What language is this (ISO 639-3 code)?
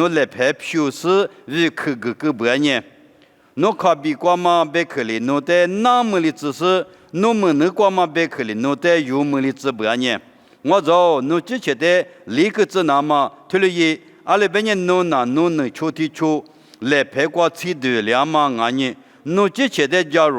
lis